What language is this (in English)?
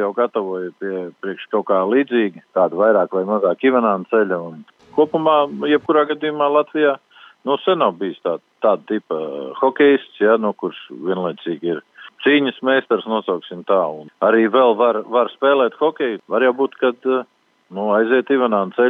Latvian